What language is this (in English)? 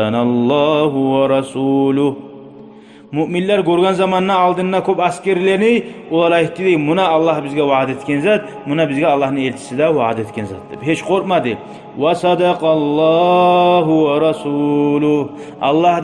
Kumyk